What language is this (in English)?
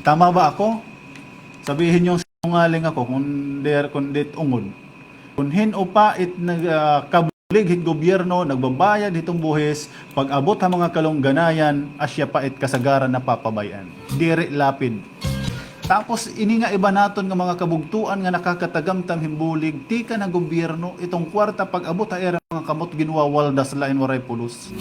Waray